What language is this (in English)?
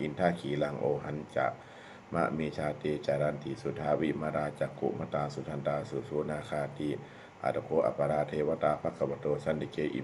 Pali